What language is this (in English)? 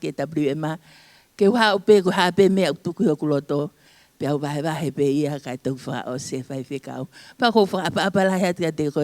Tongan